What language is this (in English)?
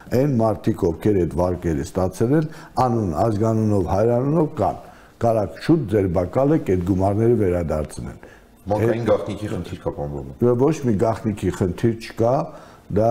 Armenian